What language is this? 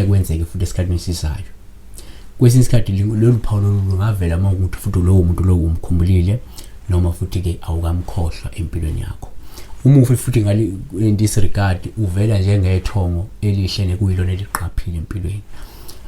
Zulu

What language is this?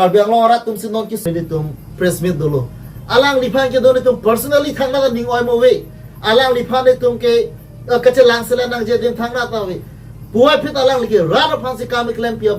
Karbi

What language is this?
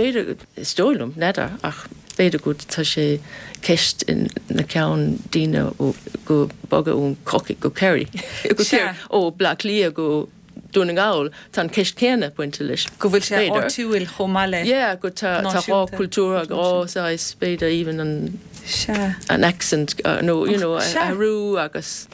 Irish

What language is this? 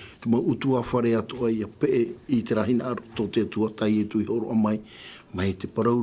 Tahitian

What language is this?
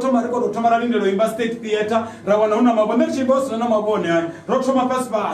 Venda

